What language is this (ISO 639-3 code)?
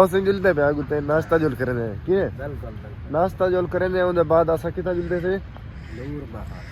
skr